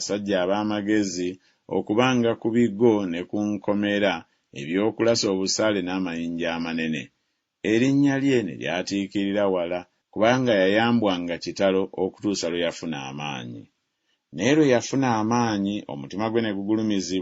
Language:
Ganda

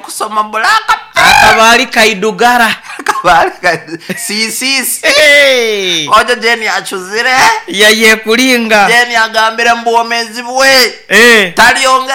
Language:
Nyoro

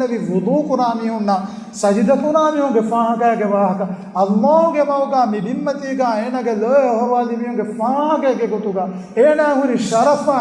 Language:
Divehi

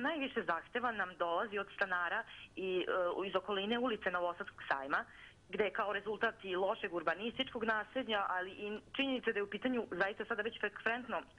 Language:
Serbian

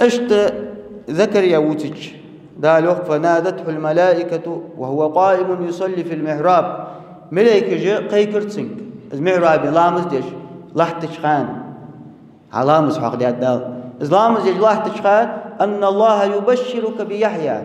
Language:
Ingush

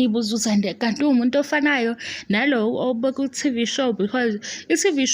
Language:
Zulu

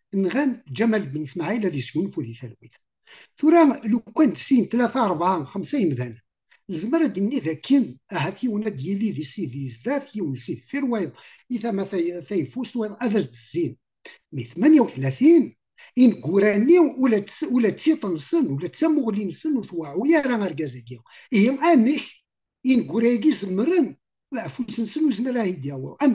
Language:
Kabyle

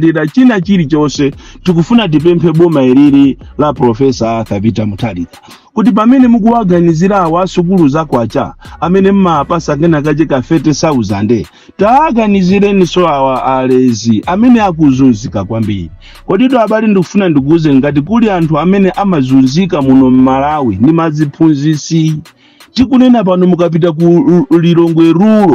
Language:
Nyanja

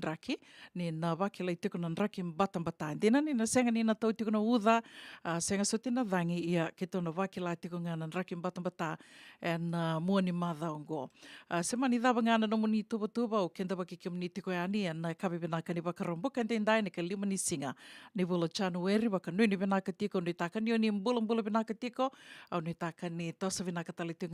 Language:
Fijian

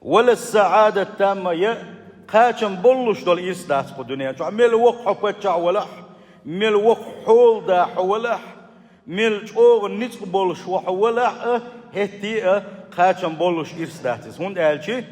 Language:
Chechen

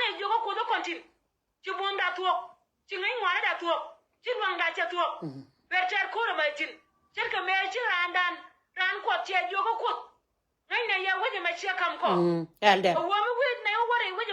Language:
Nuer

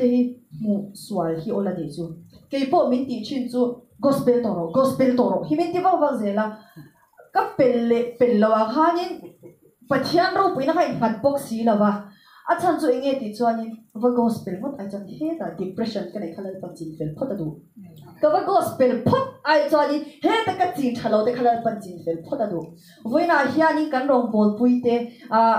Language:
Mizo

